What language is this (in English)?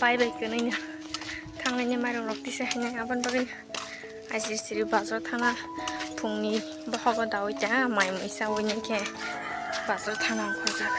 Kok Borok